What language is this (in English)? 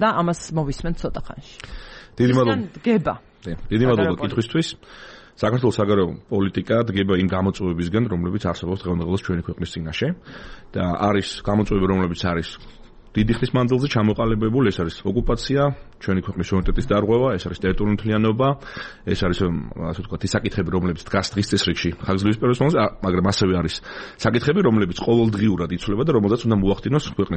Georgian